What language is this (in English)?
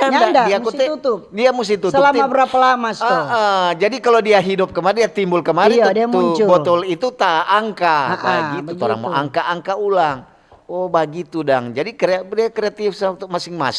Manado Malay